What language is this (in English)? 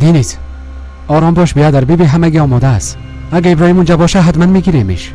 Persian